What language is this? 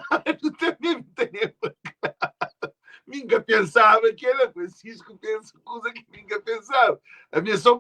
Kabuverdianu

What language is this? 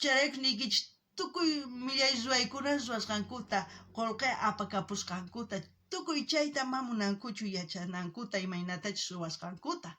South Bolivian Quechua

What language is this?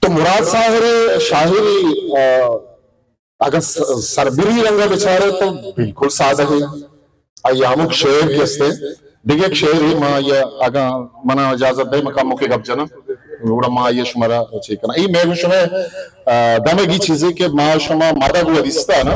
Baluchi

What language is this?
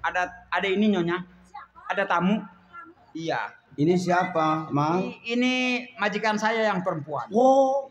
Betawi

